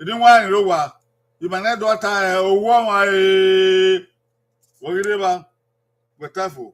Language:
Bini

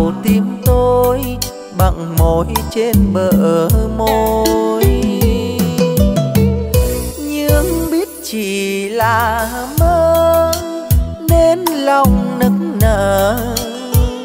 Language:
Vietnamese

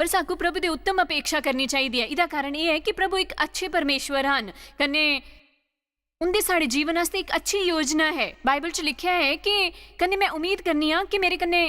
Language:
Dogri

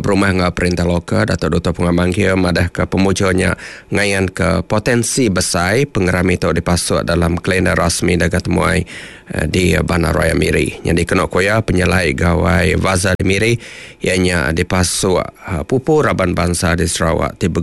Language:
Iban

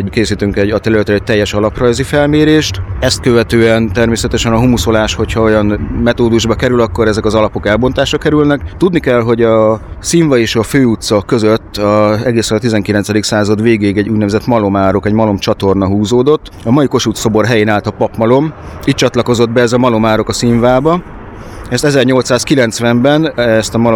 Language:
Hungarian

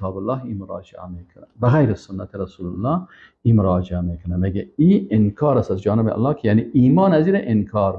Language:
Persian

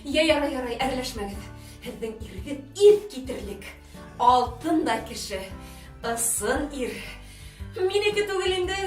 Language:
Bashkir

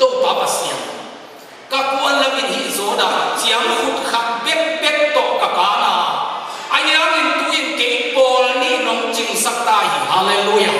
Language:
Tedim Chin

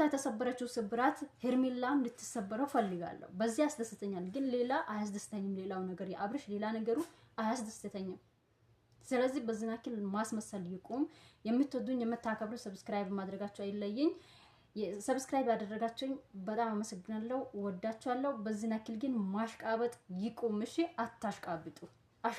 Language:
Amharic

